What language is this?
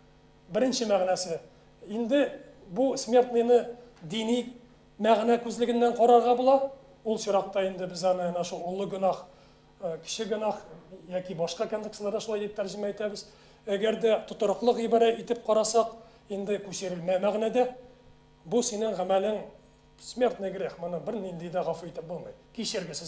Tatar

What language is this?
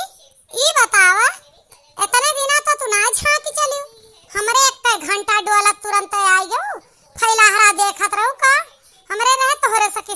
Awadhi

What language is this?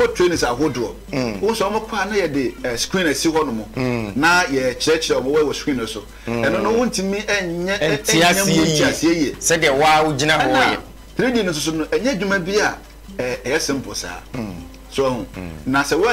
Akan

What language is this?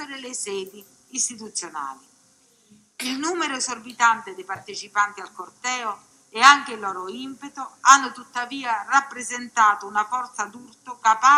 Italian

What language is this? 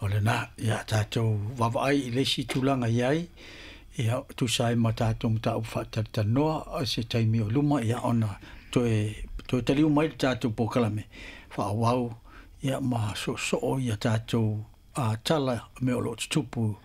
Samoan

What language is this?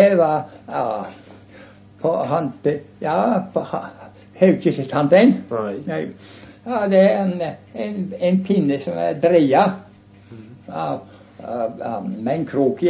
Norwegian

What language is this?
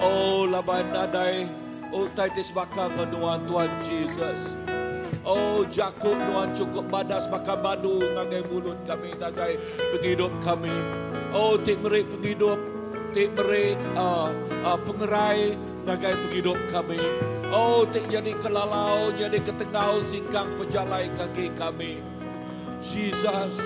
Iban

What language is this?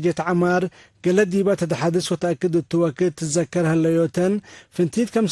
Tigre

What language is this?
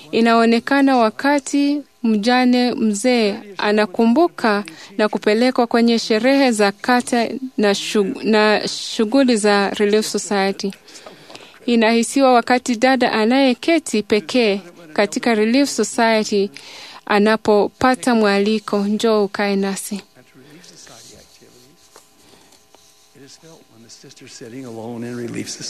Swahili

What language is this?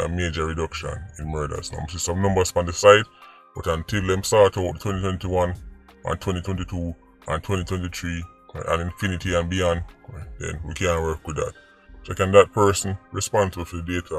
Jamaican Creole English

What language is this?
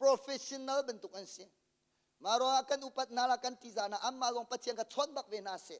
Hakha Chin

